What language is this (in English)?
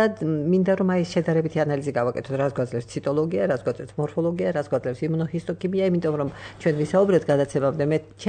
Georgian